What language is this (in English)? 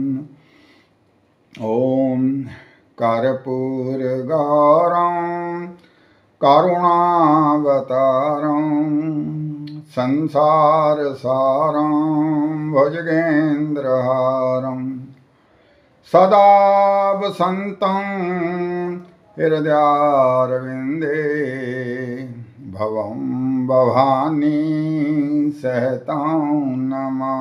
Sanskrit